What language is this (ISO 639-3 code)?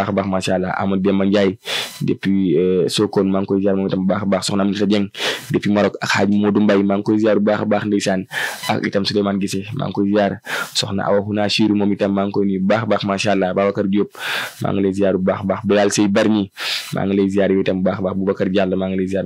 wol